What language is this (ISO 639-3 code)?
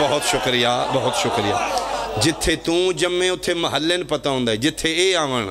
phr